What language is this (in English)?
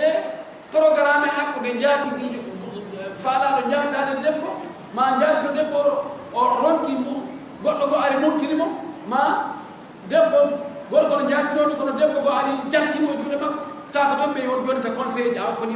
Pular